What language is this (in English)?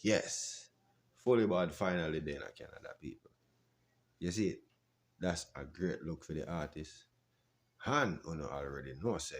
Jamaican Creole English